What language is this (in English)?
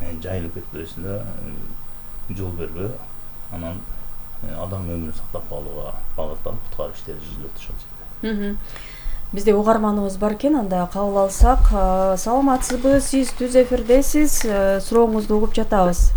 Kyrgyz